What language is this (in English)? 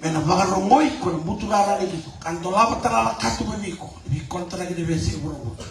Fijian